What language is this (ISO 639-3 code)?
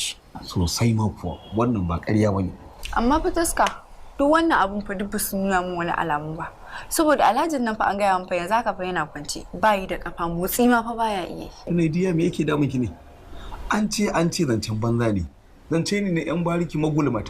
hau